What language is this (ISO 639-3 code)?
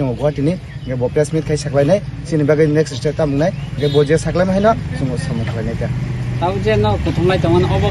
ria